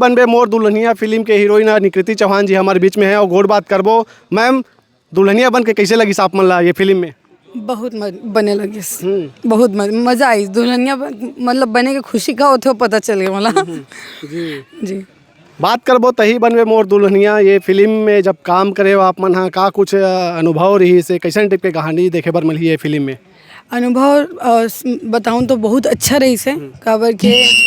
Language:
Chhattisgarhi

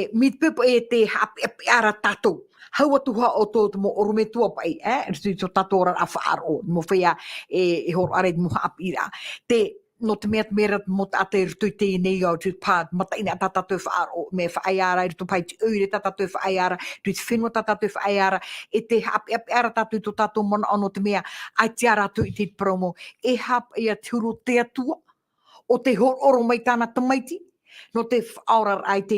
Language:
Tahitian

